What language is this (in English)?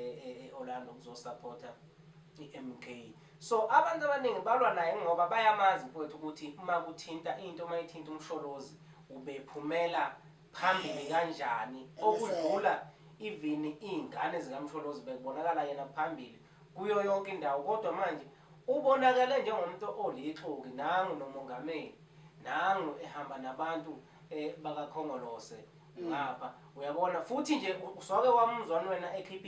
Zulu